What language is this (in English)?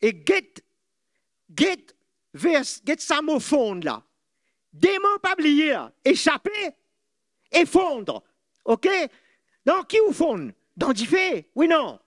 Morisyen